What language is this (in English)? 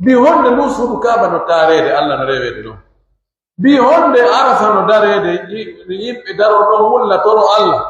Pular